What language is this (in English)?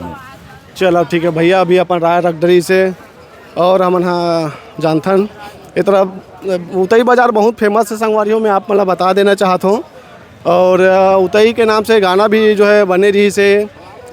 Chhattisgarhi